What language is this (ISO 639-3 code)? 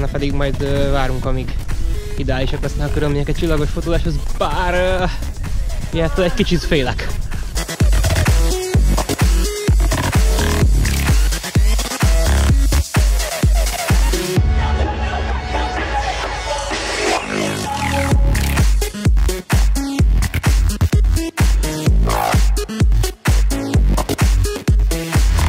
hun